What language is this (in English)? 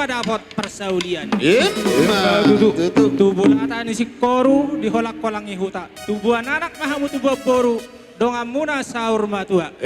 Batak Toba